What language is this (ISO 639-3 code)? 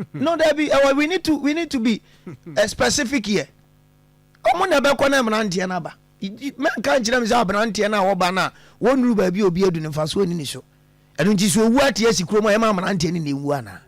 aka